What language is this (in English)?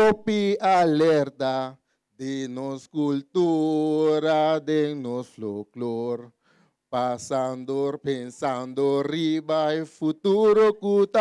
Papiamento